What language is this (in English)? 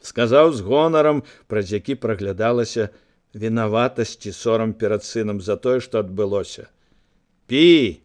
Belarusian